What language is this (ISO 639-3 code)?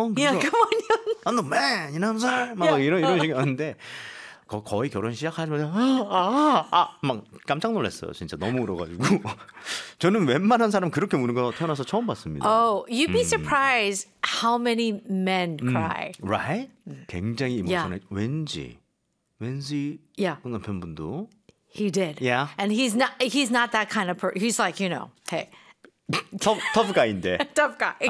kor